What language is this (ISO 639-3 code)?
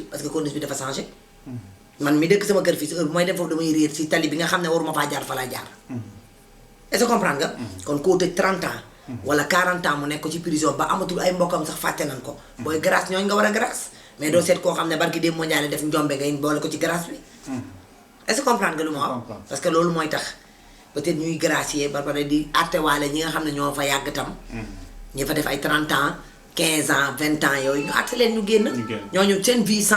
wol